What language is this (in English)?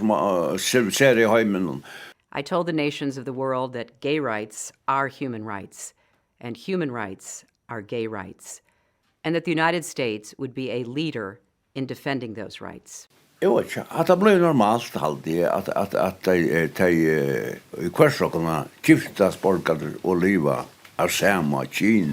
Faroese